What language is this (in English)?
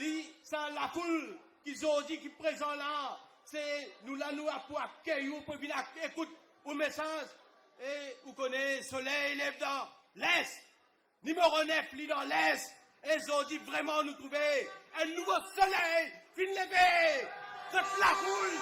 Morisyen